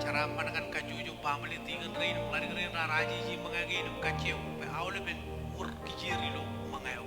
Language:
Marshallese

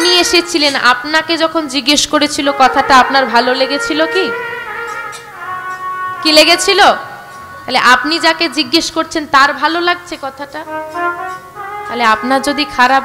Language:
Bangla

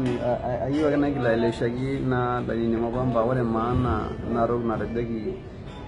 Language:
Masai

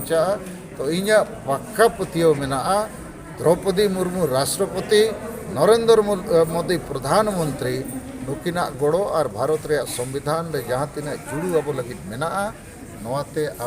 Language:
Santali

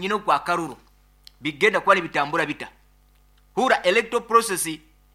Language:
Nyankole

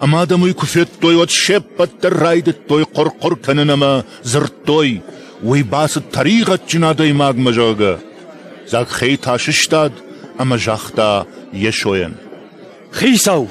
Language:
Ossetic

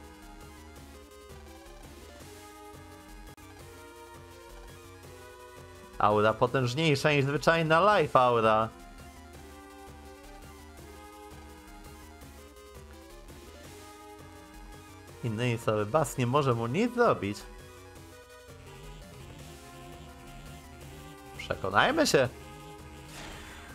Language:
Polish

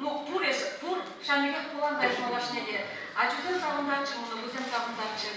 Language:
Chuvash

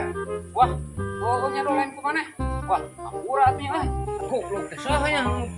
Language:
Sundanese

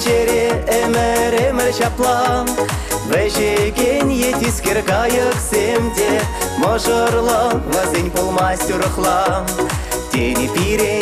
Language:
Chuvash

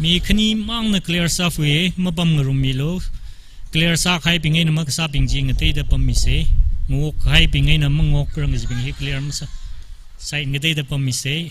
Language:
Tangkhul Naga (India)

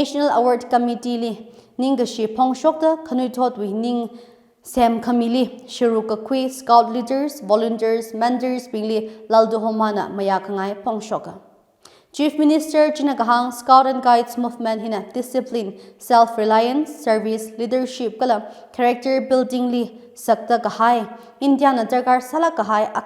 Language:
Tangkhul Naga (India)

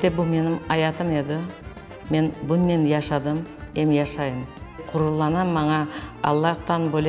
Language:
Crimean Tatar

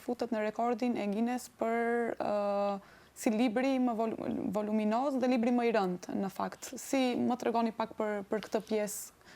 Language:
Albanian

